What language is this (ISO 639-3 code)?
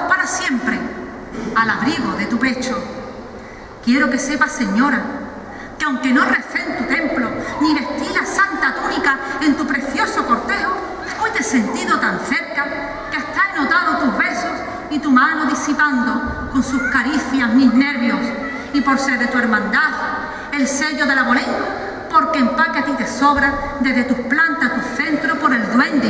spa